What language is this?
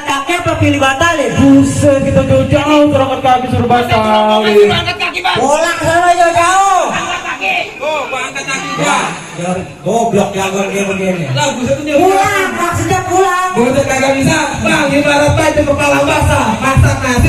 Betawi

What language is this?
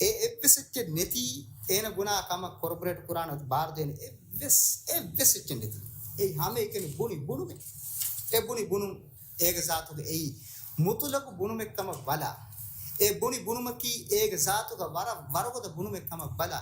Divehi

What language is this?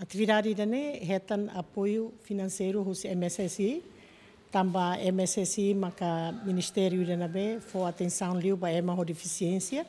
Tetum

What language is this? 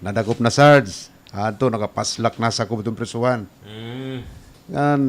Waray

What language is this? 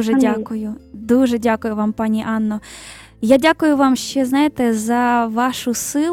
Ukrainian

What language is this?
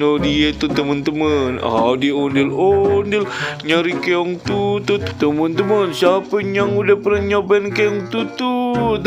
Betawi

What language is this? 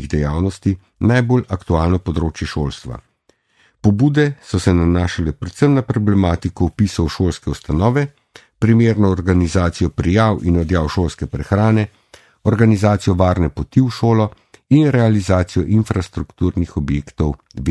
Slovenian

